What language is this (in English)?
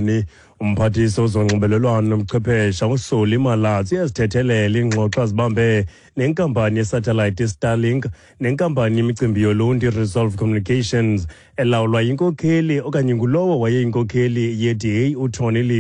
Xhosa